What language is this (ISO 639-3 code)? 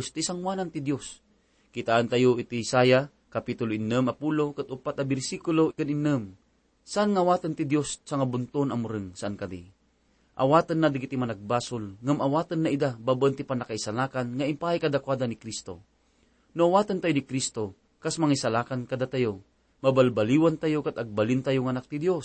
ilo